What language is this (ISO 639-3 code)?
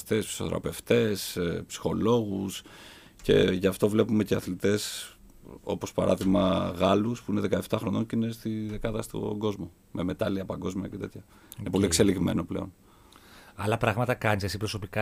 ell